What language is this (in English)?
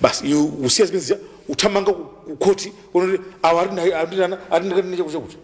Nyanja